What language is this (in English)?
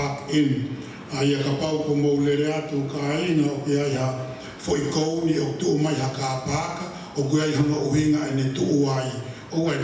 Tongan